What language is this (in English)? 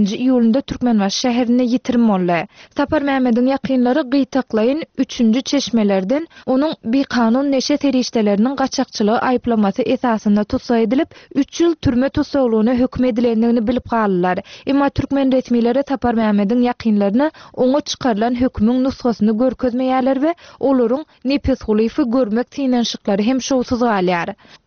Turkmen